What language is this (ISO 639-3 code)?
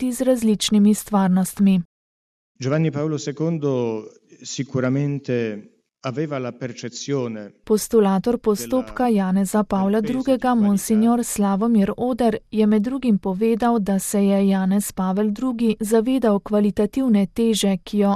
slv